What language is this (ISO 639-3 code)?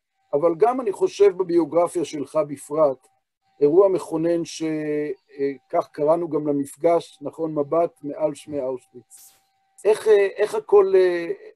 heb